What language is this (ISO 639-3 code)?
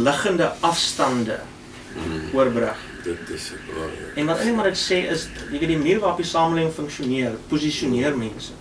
afr